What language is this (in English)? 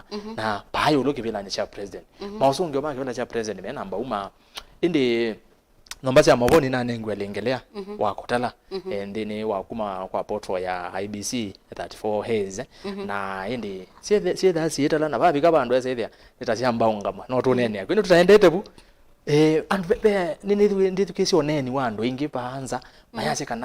Kamba